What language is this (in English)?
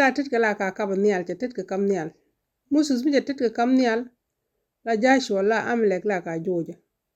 Nuer